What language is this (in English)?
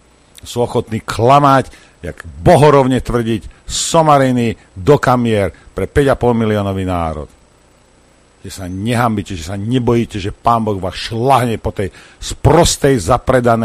Slovak